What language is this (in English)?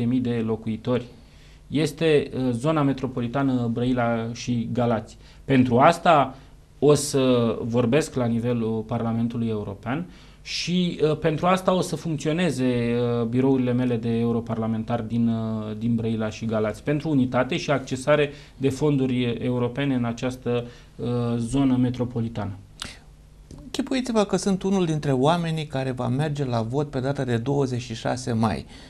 Romanian